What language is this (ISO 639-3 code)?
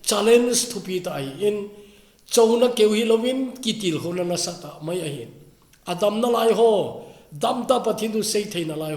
tcz